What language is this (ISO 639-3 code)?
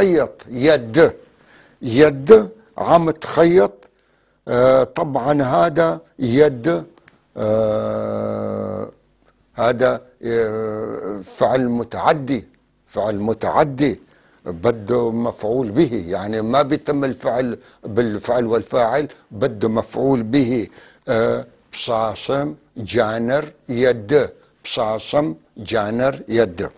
apc